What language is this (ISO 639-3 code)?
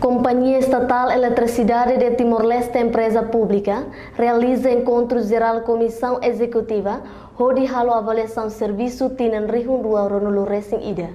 tet